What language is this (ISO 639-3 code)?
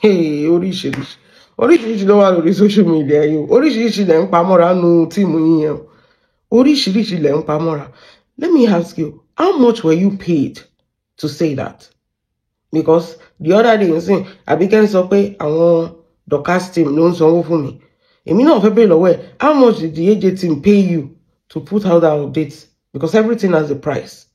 yor